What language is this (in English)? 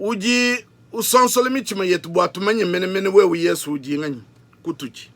Luba-Lulua